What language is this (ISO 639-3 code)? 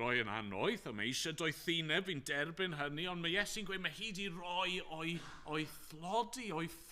cym